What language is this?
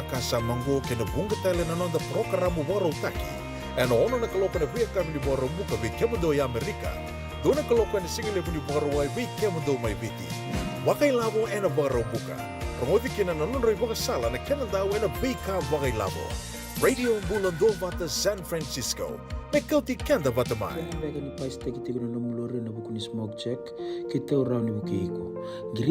Fijian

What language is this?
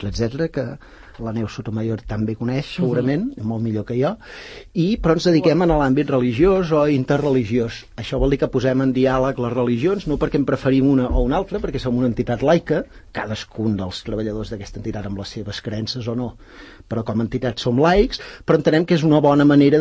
Catalan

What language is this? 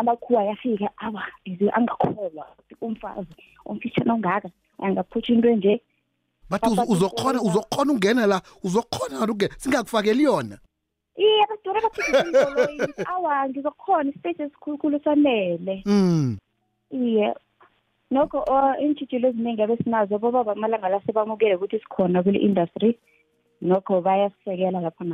South Ndebele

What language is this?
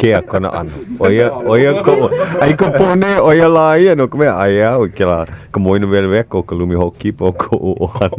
Hawaiian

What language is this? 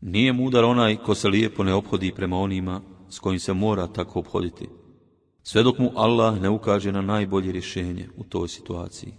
Bosnian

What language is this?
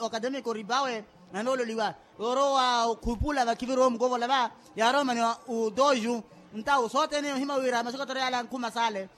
Makhuwa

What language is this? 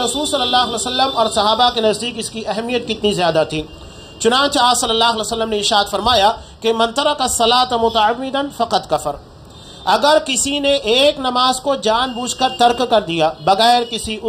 Urdu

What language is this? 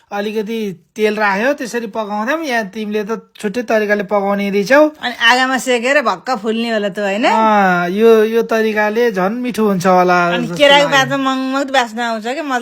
Nepali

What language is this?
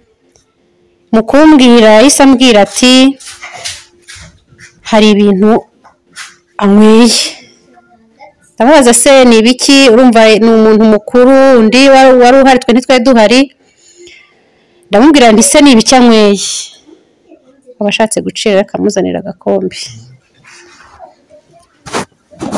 Kinyarwanda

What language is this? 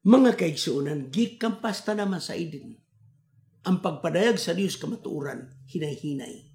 Cebuano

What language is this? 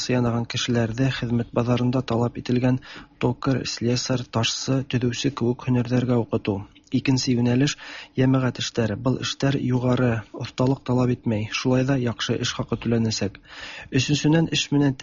Tatar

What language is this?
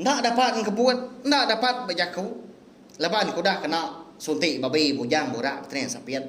Iban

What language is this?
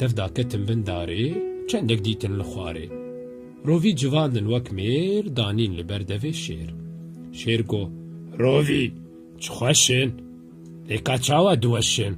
Kurdish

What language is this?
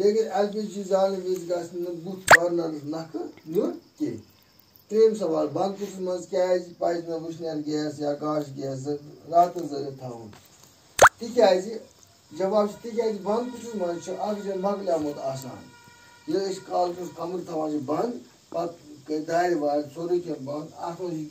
Kashmiri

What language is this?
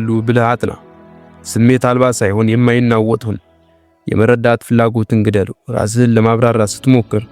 Amharic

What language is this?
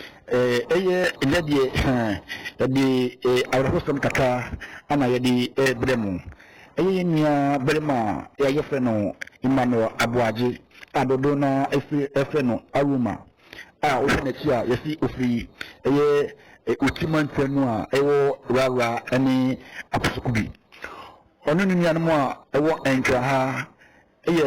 Akan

